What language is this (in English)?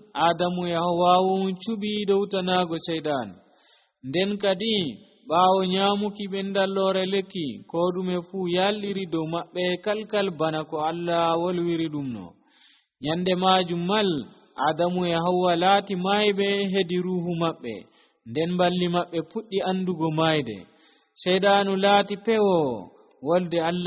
Nigerian Fulfulde